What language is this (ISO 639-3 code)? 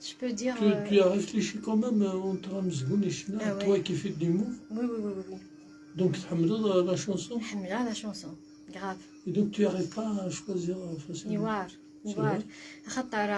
kab